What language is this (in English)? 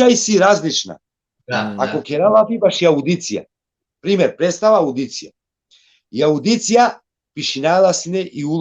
Balkan Romani